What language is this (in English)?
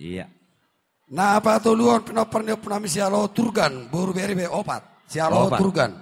Batak Toba